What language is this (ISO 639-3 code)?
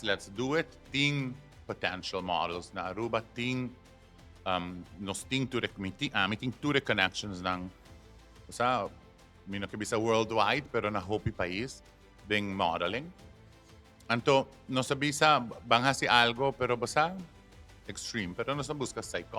pap